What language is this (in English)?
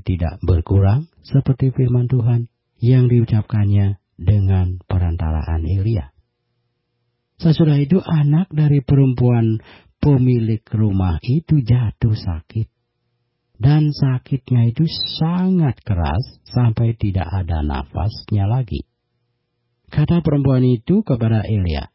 Indonesian